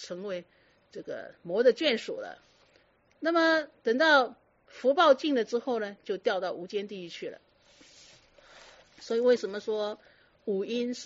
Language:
Chinese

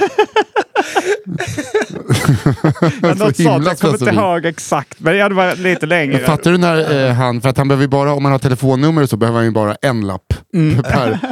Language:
Swedish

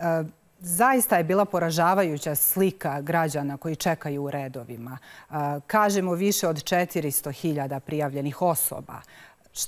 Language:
Bosnian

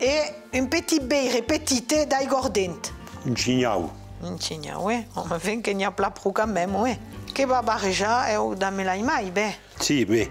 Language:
Occitan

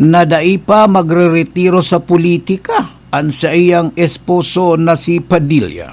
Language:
Bikol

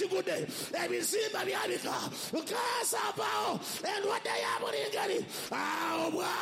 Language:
Ganda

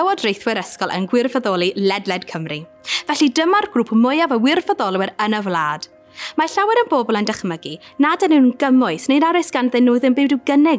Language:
Welsh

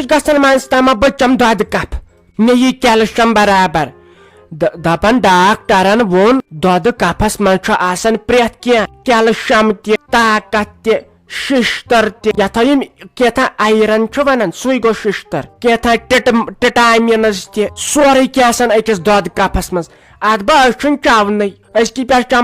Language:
Kashmiri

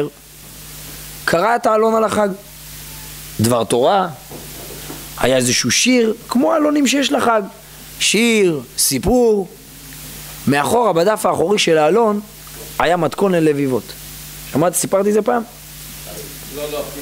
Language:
Hebrew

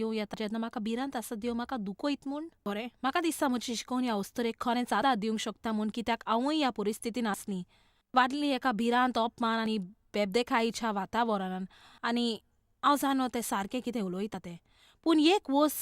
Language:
Konkani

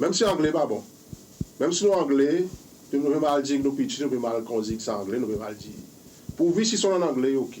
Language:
Seselwa Creole French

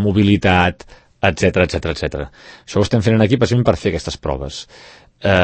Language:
Catalan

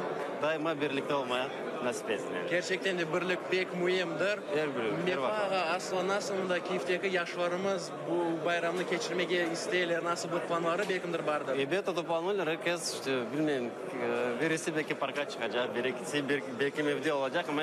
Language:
Crimean Tatar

